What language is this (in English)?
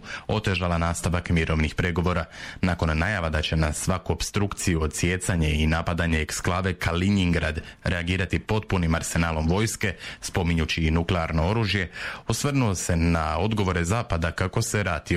Croatian